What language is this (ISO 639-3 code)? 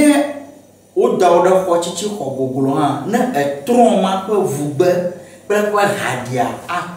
ewe